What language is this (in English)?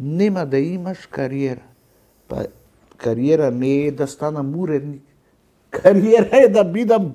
Macedonian